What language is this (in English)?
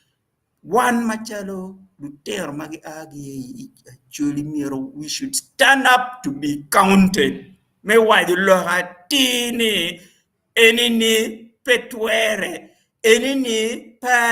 Acoli